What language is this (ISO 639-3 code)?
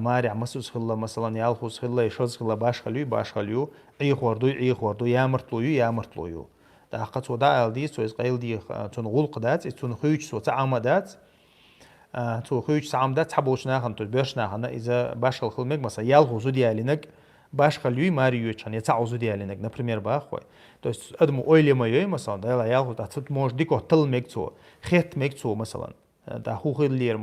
che